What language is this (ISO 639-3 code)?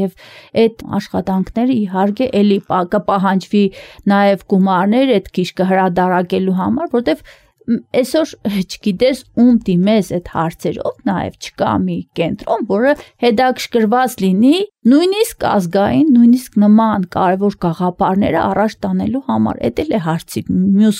hye